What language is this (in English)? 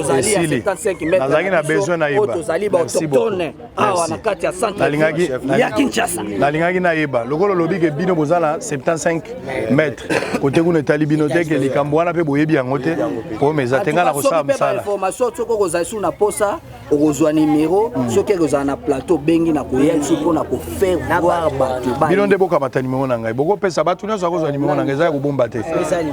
Lingala